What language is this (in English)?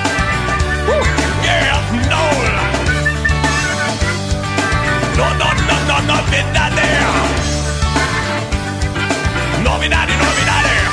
Portuguese